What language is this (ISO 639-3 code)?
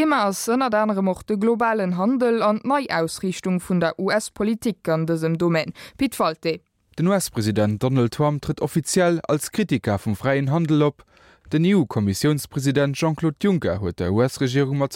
ltz